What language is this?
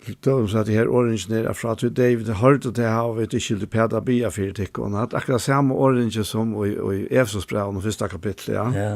Faroese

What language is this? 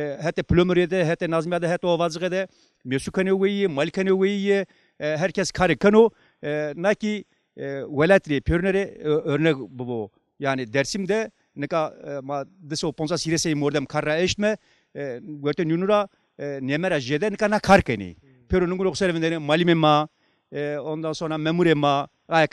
Zaza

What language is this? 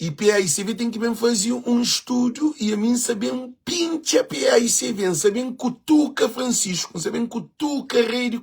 Kabuverdianu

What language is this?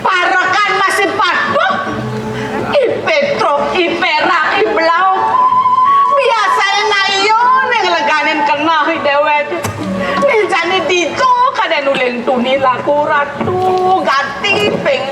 Balinese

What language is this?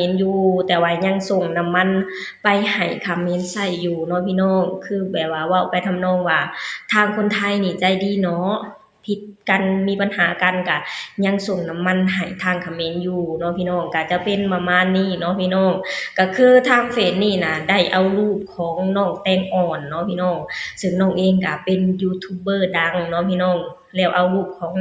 Lao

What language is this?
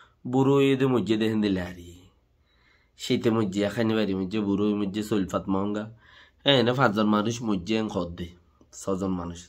Rohingya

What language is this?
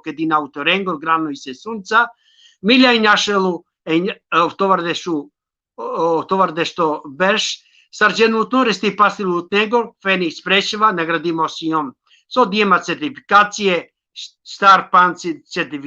Balkan Romani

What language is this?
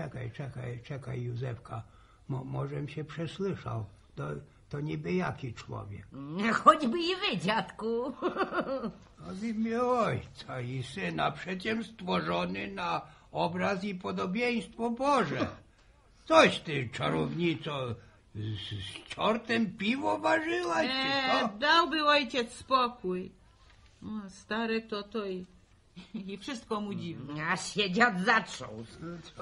Polish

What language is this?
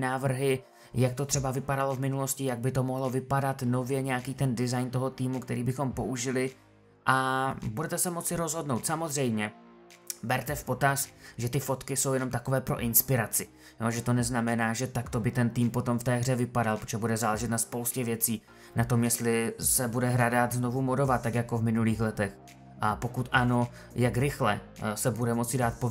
Czech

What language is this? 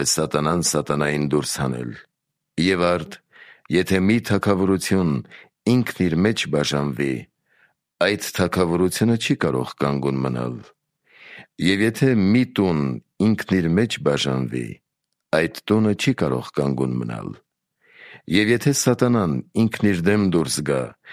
Armenian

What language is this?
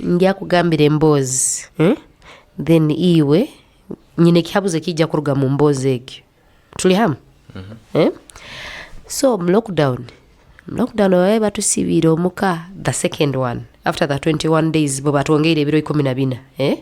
Nyoro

